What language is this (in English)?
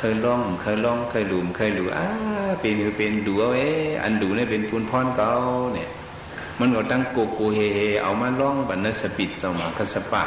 Shan